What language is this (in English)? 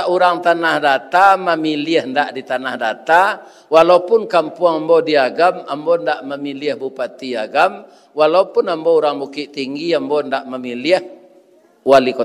Minangkabau